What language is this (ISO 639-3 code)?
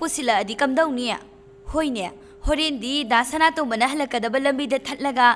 mni